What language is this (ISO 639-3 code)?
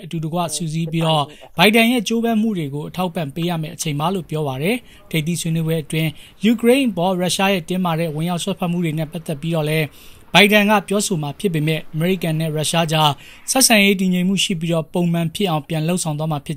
mya